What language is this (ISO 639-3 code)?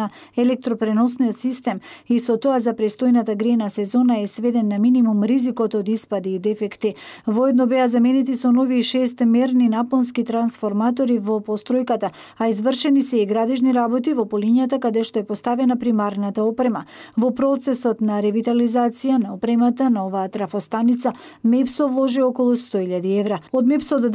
mkd